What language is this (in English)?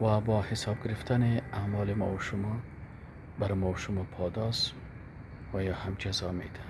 Persian